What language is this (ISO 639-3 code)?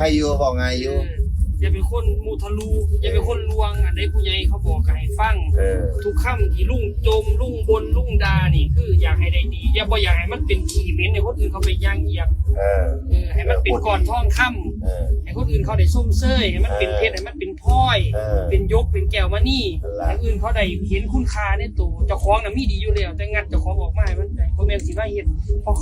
tts